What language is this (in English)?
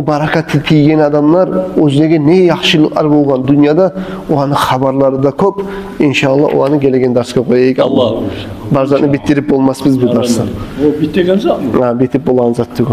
Kumyk